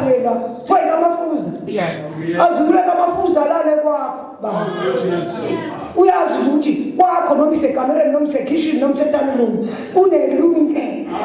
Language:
Zulu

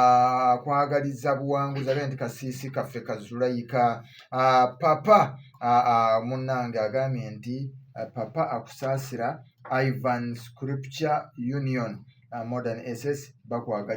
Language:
Ganda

